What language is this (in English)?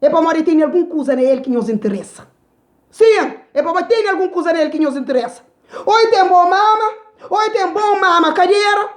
Kabuverdianu